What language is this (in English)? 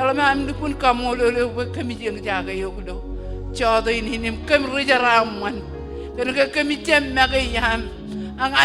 Marshallese